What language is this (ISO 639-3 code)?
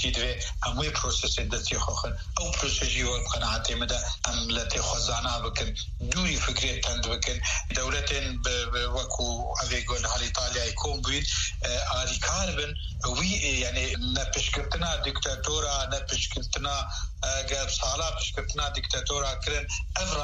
kur